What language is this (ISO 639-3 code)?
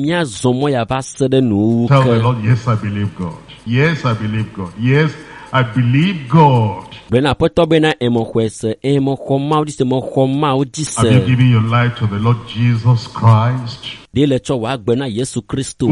ewe